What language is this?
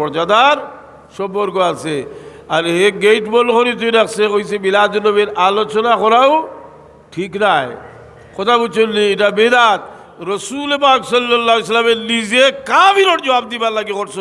Sylheti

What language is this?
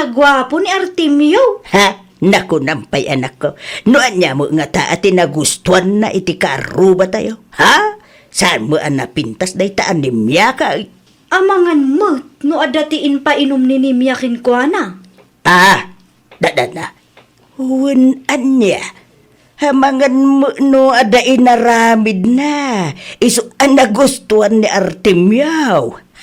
Iloko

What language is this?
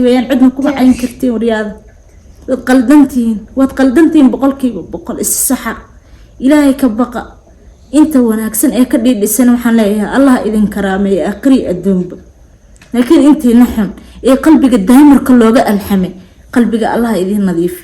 Somali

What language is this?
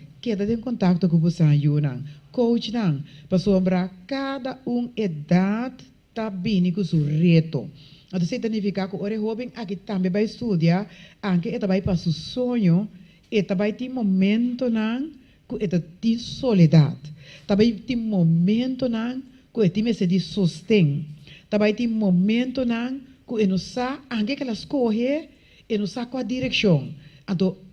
Papiamento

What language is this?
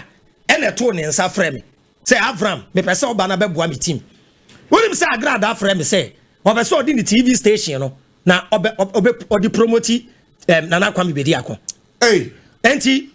Akan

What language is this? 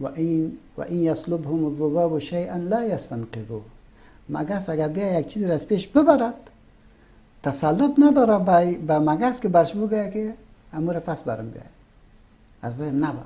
Persian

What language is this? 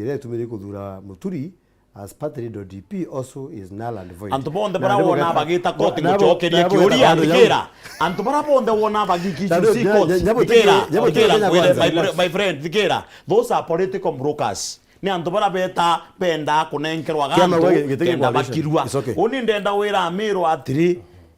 Meru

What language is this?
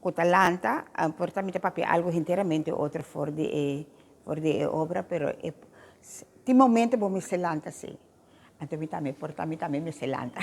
Papiamento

